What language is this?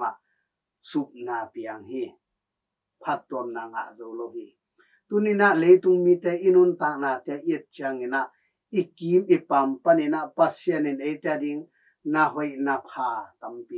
Tedim Chin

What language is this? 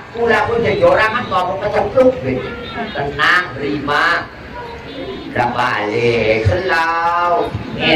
Indonesian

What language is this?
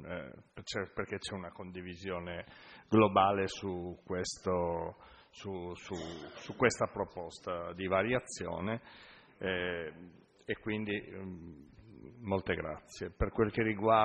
Italian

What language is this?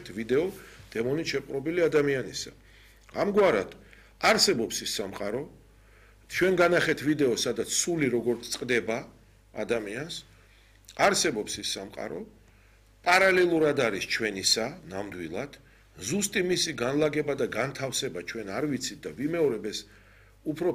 Georgian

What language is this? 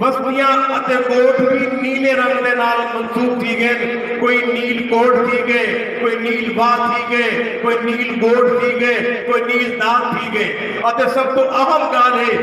Saraiki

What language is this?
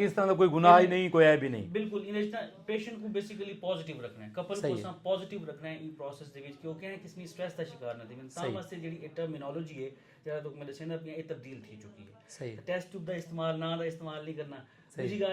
Saraiki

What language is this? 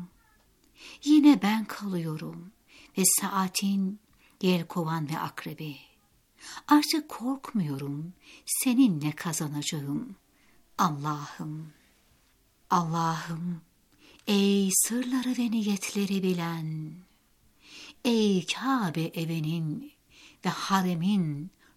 Turkish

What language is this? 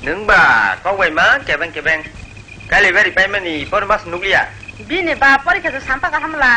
Kok Borok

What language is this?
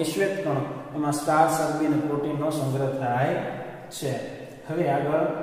Gujarati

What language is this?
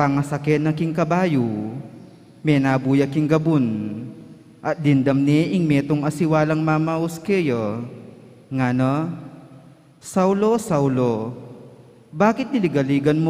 Pampanga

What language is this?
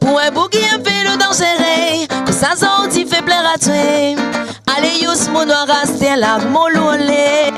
Réunion Creole French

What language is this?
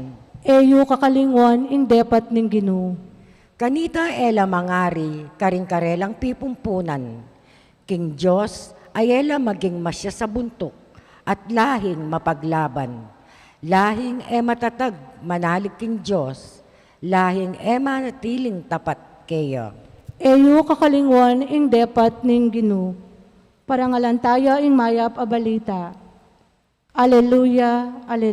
Pampanga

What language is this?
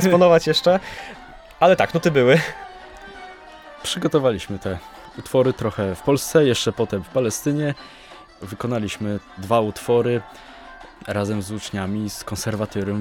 Polish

